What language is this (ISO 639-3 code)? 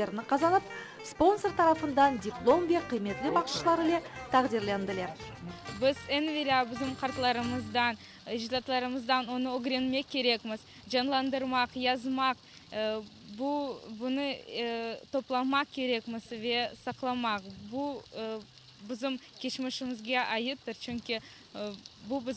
crh